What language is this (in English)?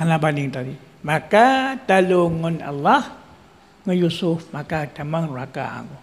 Achinese